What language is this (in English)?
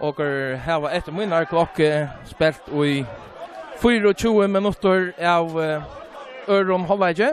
Faroese